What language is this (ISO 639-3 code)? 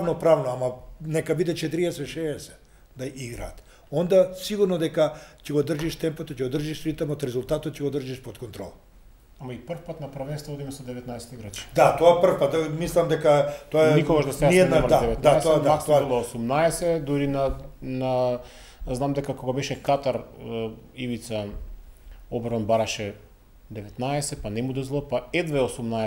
mkd